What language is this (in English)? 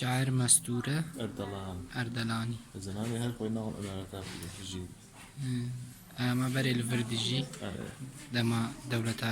Kurdish